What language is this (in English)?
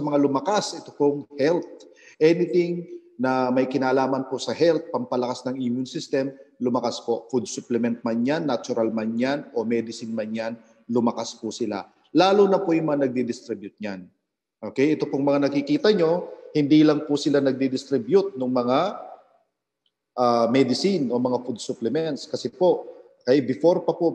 Filipino